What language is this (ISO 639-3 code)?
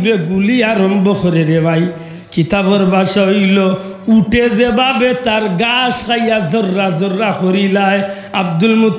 syl